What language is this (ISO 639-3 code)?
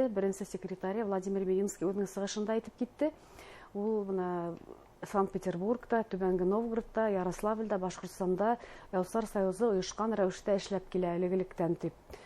bak